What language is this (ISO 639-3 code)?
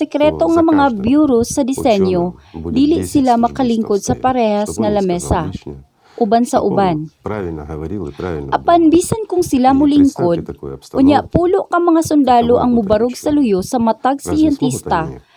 ceb